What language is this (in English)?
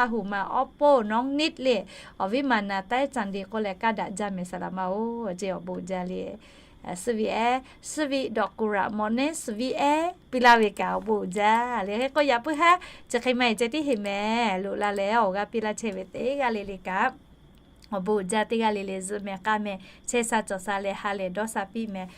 Lahu